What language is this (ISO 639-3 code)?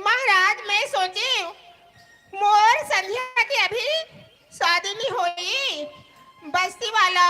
hne